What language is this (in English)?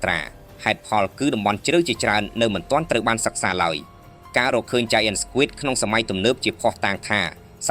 Khmer